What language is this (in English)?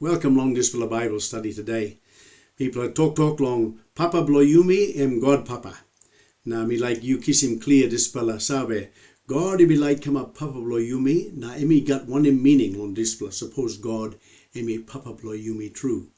Tok Pisin